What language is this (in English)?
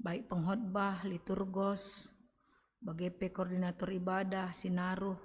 Batak Karo